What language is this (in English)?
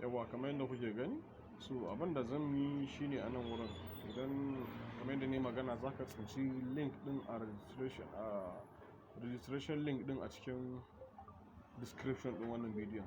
Hausa